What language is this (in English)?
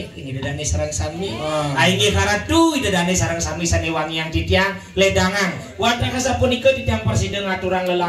Balinese